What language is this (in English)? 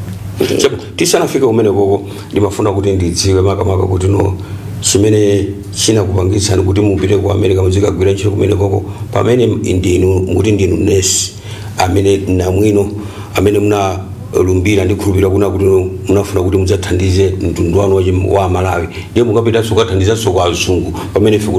Nyanja